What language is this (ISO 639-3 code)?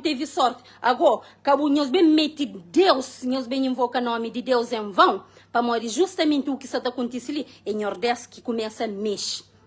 kea